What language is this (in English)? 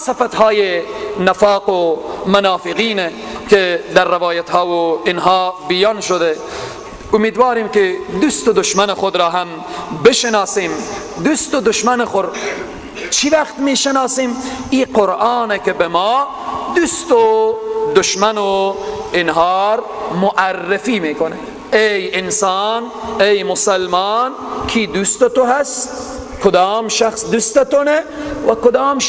Persian